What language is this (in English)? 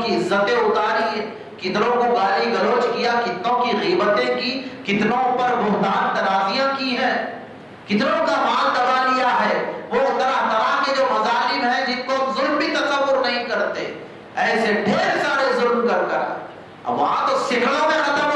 Urdu